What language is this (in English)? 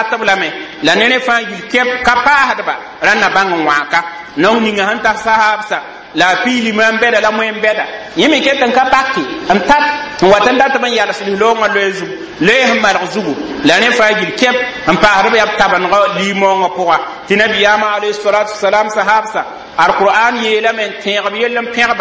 Mossi